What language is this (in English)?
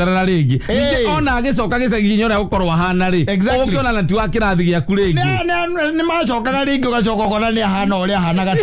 Kikuyu